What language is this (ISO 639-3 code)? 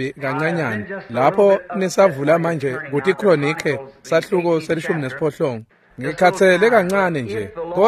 ssw